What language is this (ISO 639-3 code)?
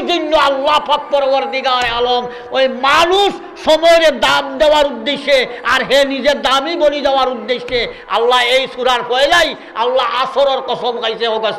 syl